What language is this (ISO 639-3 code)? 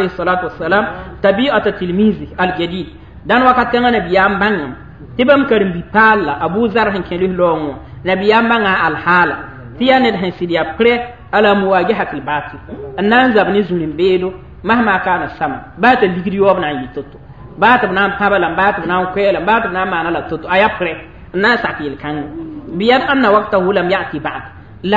mos